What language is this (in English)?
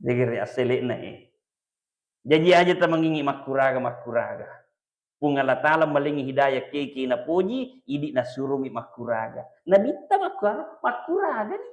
Buginese